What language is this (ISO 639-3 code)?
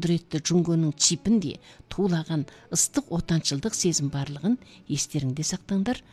kaz